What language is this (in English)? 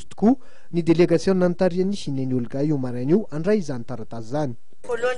Malagasy